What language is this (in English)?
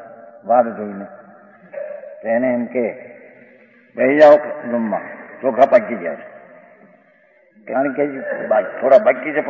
Gujarati